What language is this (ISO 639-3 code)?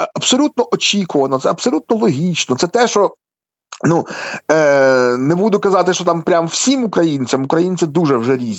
ukr